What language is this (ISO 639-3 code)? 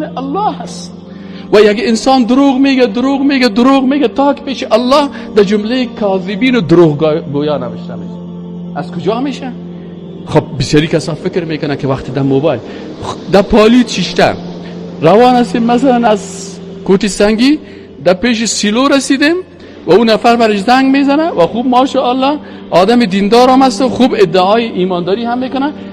fas